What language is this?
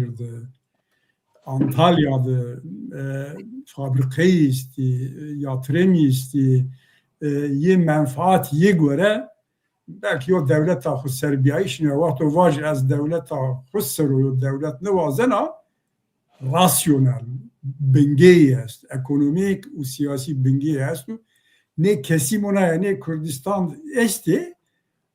Zaza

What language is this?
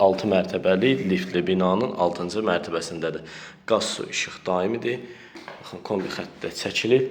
Azerbaijani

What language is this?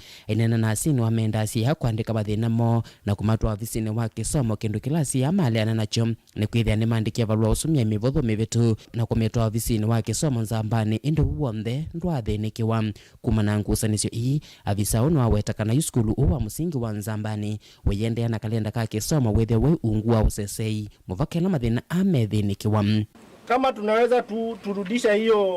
Kamba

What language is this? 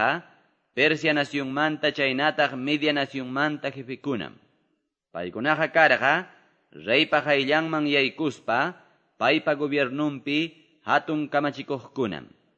Quechua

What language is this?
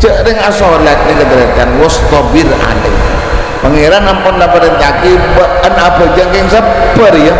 Madurese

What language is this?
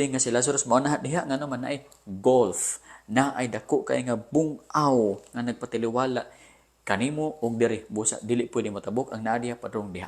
Cebuano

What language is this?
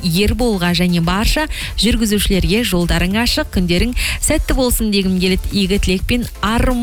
Kazakh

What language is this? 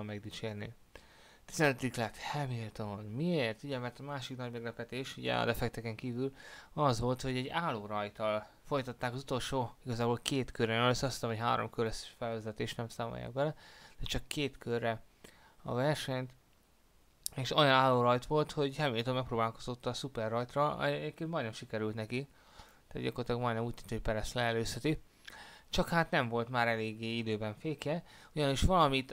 Hungarian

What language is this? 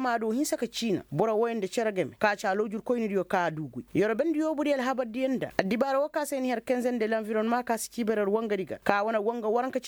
Koyraboro Senni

